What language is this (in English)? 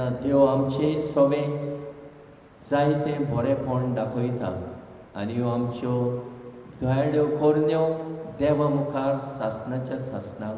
Konkani